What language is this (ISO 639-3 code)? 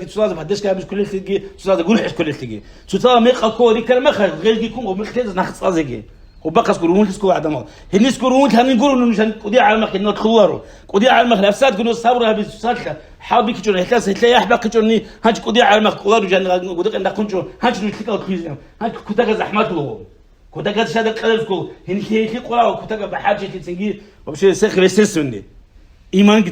ava